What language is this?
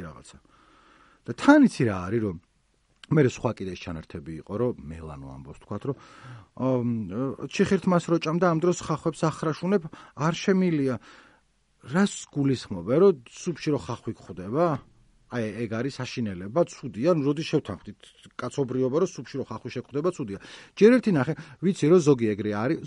Georgian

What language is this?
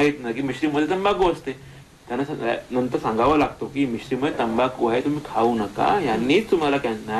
Marathi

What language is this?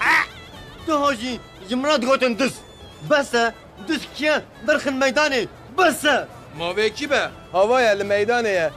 Kurdish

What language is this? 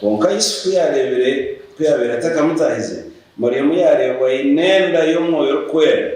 Nyankole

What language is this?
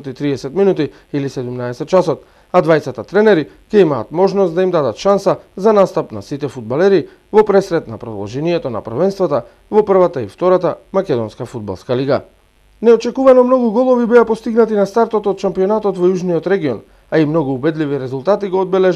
Macedonian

